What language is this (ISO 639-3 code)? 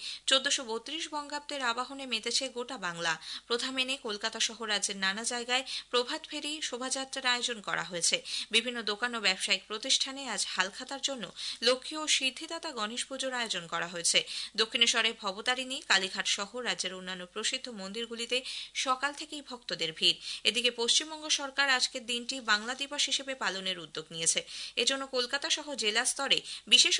ben